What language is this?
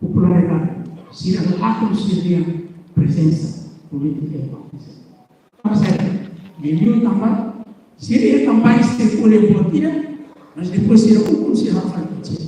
Tetum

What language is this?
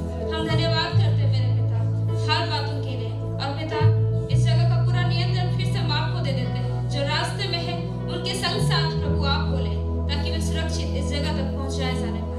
Hindi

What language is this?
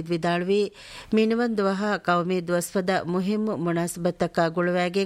Divehi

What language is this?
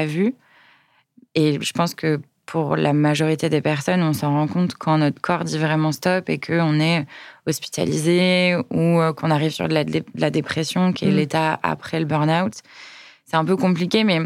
French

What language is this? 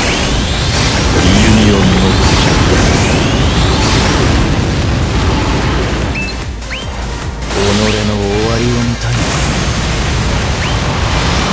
Japanese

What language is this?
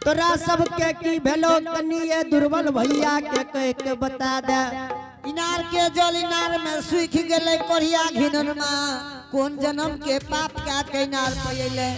Angika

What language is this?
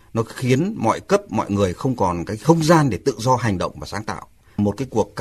Vietnamese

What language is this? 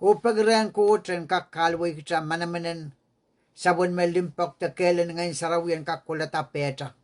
Pohnpeian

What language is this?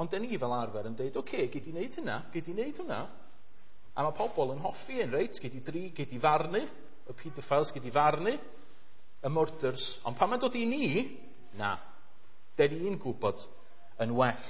Welsh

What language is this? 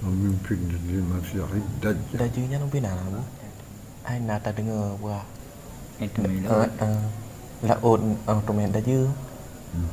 Achinese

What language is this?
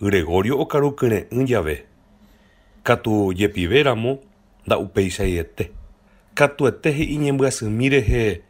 Guarani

